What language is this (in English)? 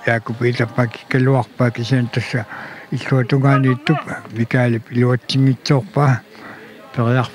Kalaallisut